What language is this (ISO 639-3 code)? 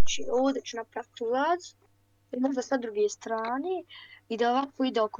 bos